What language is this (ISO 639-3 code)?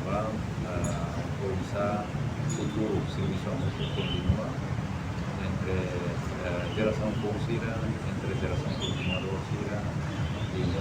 tet